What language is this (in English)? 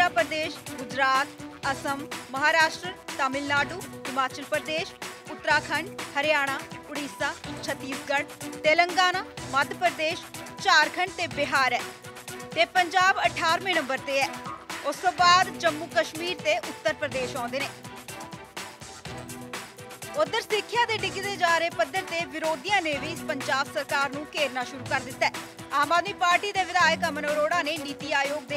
Punjabi